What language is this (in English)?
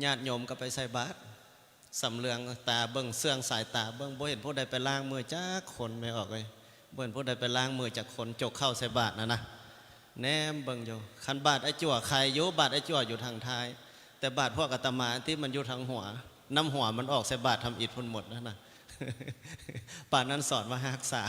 Lao